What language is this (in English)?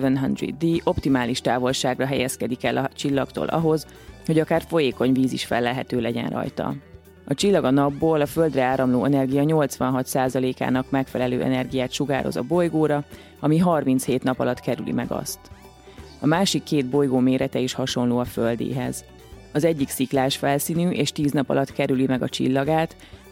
Hungarian